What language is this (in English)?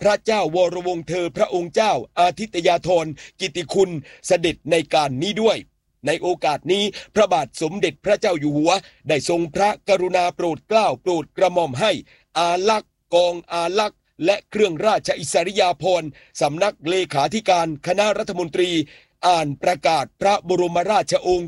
Thai